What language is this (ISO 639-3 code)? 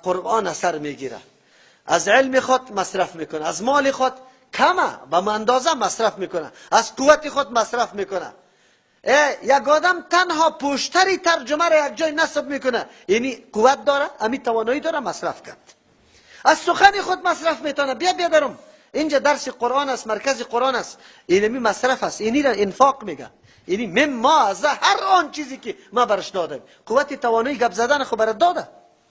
fas